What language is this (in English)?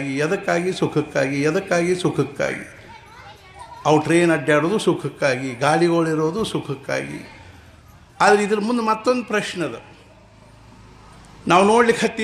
Kannada